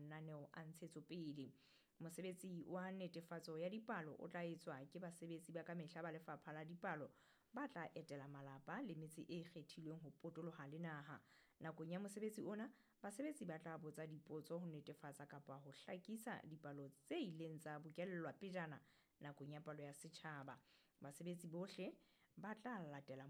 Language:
Southern Sotho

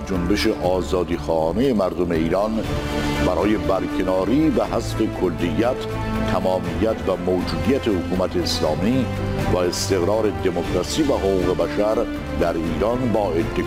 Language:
Persian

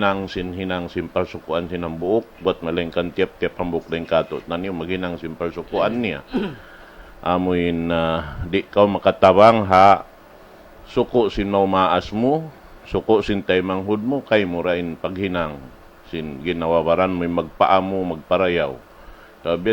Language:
Tausug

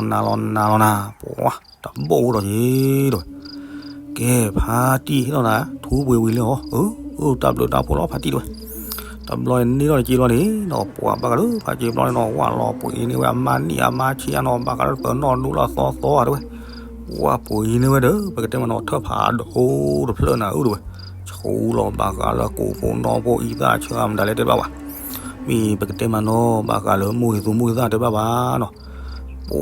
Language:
S'gaw Karen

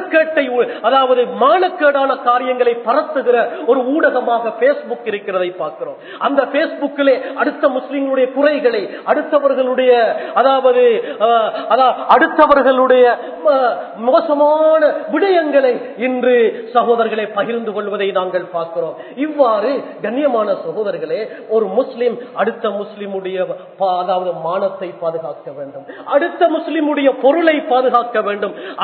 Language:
Tamil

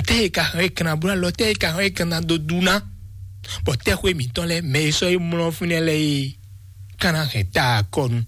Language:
Fon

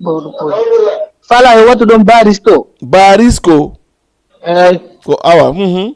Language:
Fula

